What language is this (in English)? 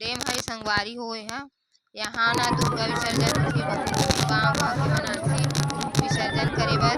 Chhattisgarhi